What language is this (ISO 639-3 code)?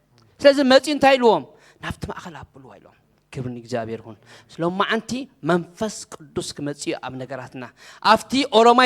tir